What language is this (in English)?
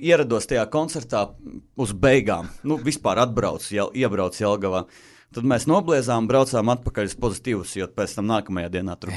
Latvian